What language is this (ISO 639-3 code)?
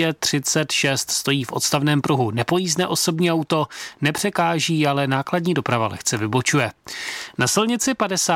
ces